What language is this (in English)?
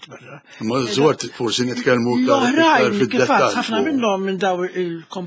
Maltese